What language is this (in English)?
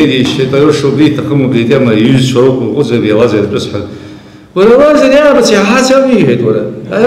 Abkhazian